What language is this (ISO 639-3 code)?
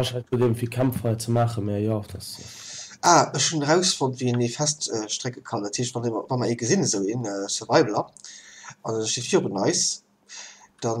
ltz